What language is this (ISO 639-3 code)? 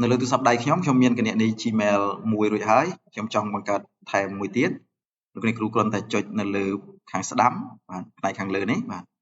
khm